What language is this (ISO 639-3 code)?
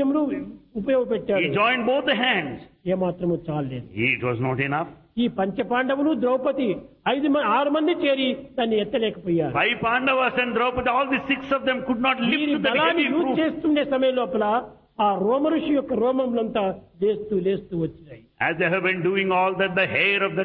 tel